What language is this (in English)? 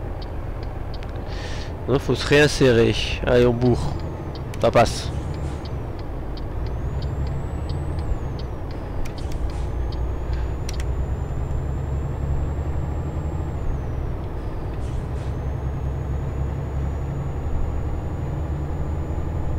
French